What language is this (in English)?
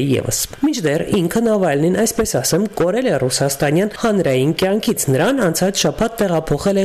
Armenian